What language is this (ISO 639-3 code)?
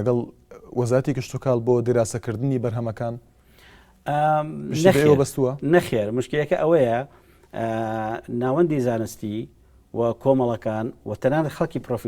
ckb